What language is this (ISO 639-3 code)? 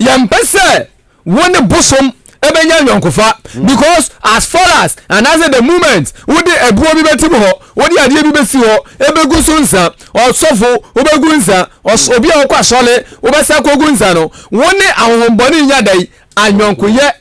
aka